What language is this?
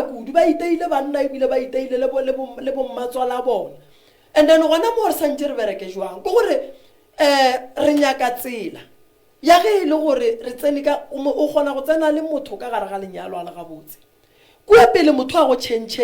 Northern Sotho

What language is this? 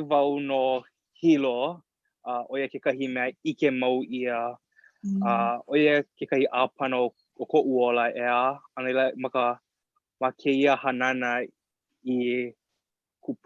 Hawaiian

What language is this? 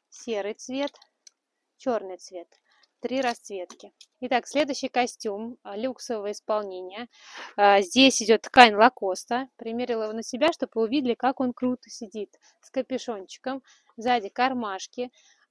Russian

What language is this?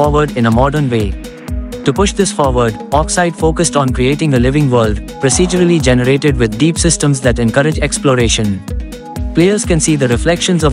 English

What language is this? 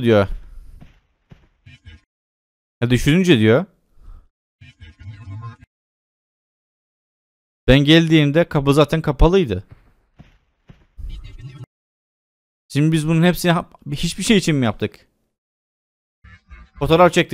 Turkish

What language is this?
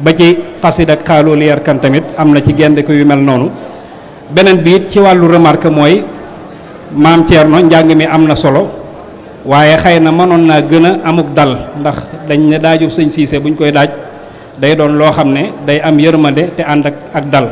Wolof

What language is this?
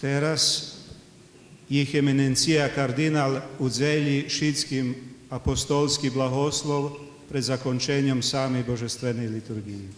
Rusyn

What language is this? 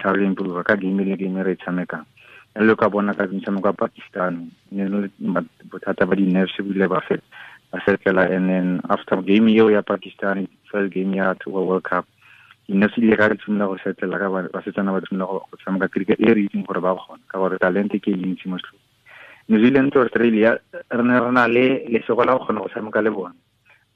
Tswana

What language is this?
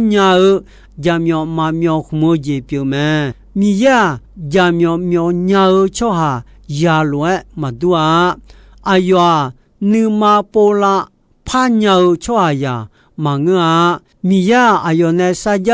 Akha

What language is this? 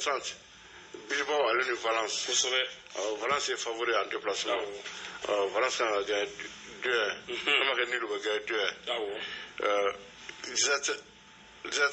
Bambara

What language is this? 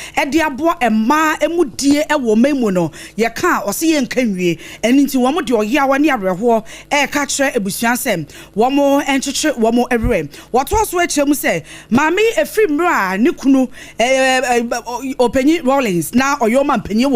Akan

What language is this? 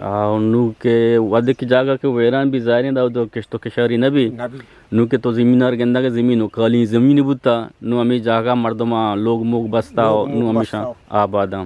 Eastern Balochi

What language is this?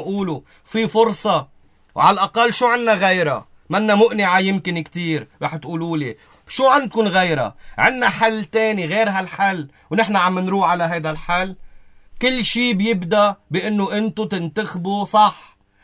North Levantine Arabic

